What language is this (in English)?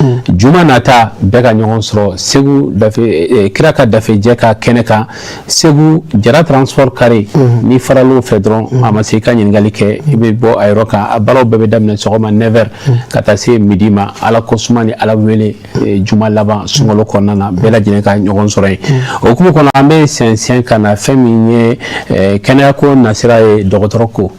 Bambara